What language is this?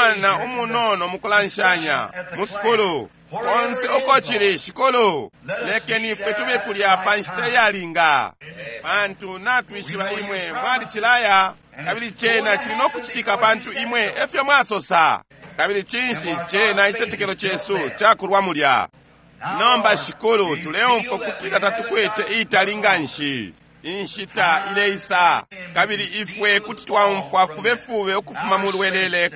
Bemba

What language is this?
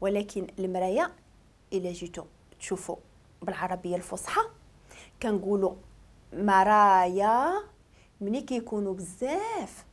Moroccan Arabic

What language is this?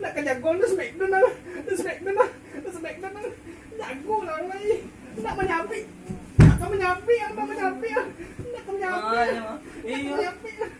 Minangkabau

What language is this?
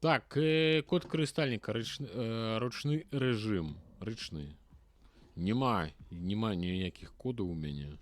Belarusian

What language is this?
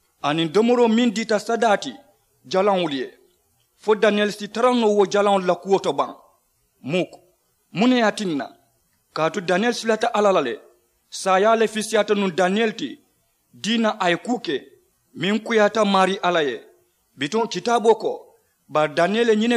Mandingo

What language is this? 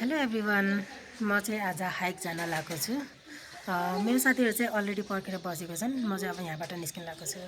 Nepali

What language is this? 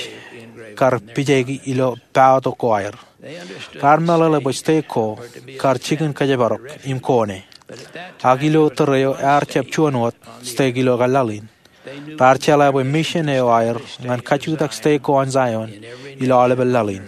Marshallese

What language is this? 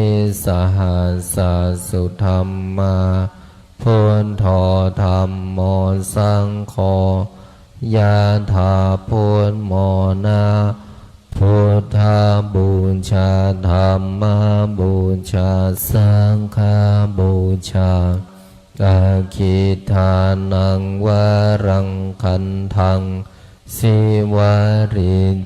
Pali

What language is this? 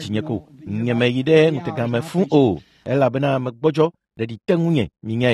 Ewe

